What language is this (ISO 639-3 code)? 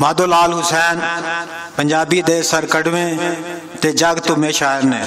lah